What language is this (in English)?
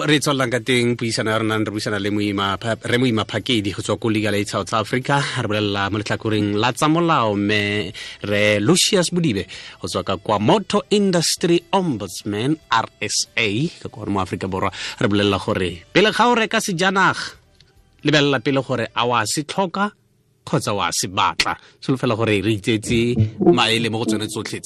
Tswana